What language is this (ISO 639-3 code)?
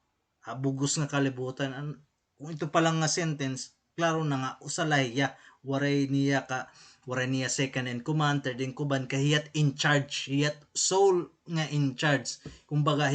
war